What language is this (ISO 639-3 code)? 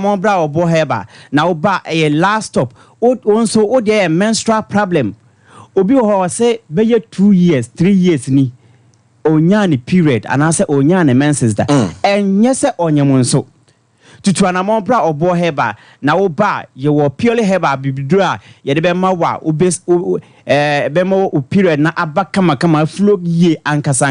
aka